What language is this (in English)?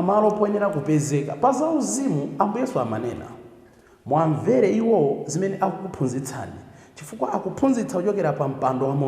Nyanja